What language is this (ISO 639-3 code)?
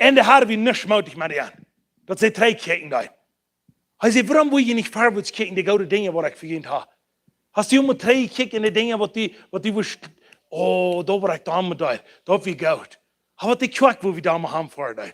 pdt